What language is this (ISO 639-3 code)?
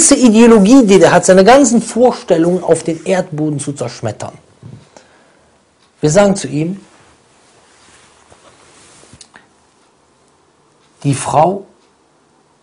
deu